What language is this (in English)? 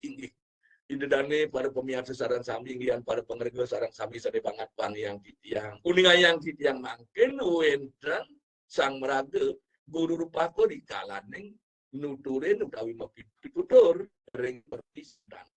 Balinese